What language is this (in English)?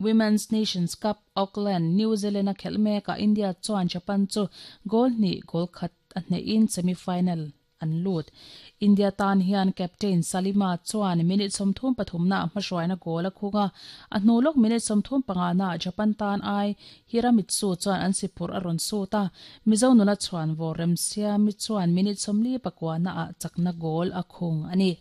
Mizo